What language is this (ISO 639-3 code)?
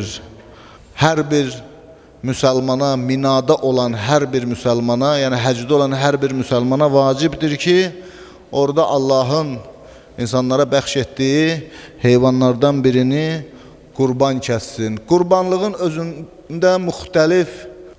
aze